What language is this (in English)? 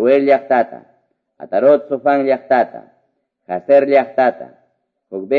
Quechua